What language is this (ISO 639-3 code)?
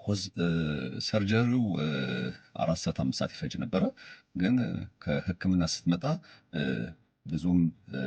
amh